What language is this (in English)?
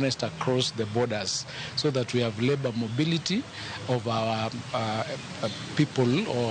Luo (Kenya and Tanzania)